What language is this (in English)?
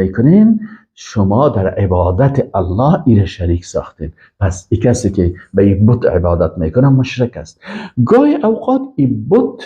Persian